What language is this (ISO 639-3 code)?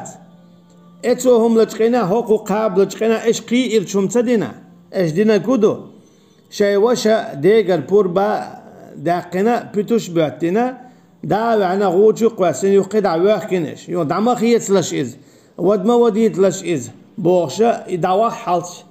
che